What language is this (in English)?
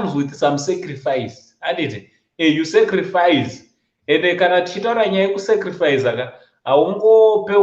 Shona